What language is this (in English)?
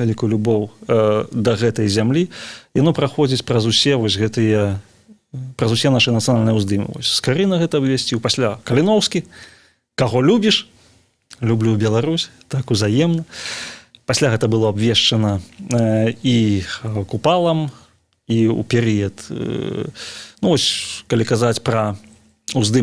Belarusian